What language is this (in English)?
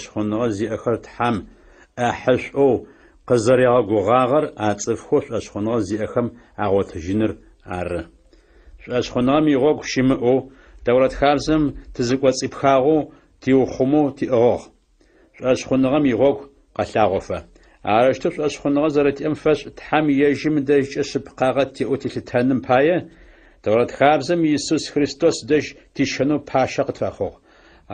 Adyghe